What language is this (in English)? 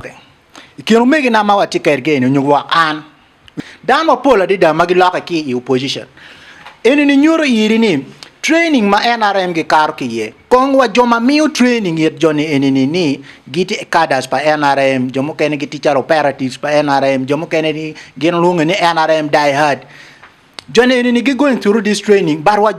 Acoli